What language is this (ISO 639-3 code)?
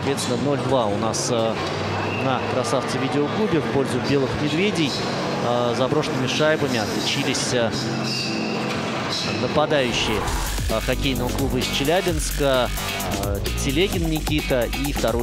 rus